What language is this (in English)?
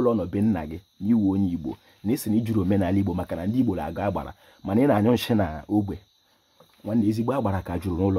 Igbo